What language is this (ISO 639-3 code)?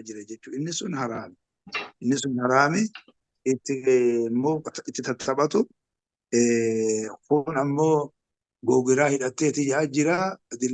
orm